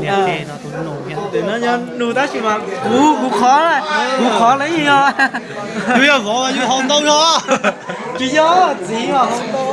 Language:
Hmong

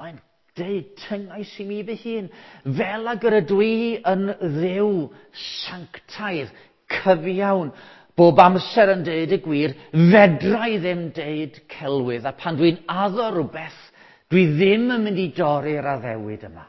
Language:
Welsh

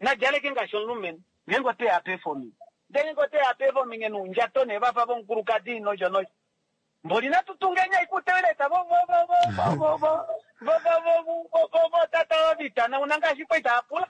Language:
Kuanyama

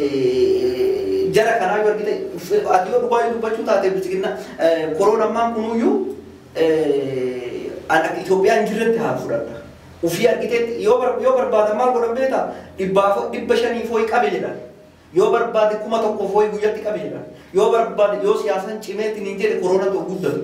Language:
Oromo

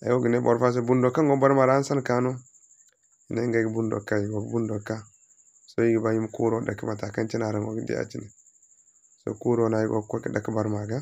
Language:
Zarma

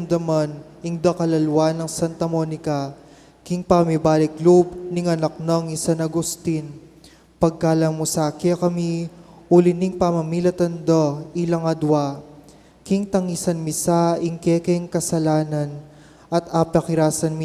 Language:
Pampanga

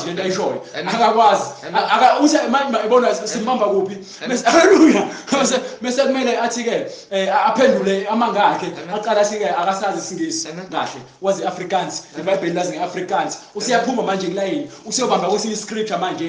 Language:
Zulu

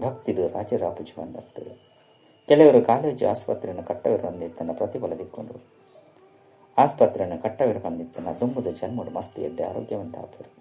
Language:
Tulu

